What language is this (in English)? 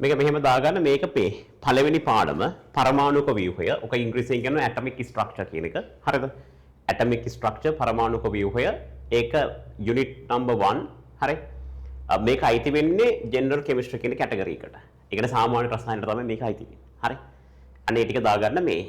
Sinhala